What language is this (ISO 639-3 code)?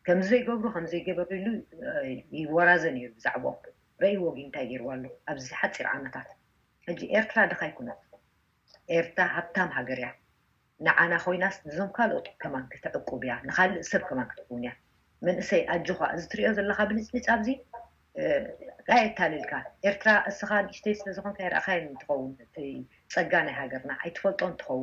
tir